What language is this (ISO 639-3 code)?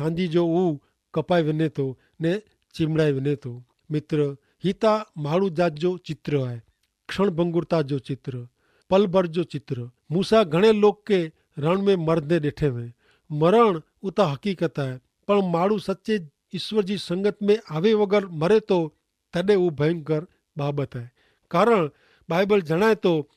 kfr